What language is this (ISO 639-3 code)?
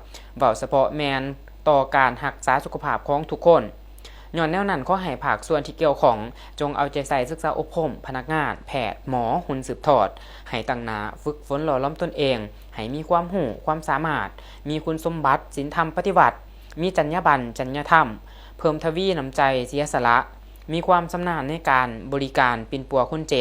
lao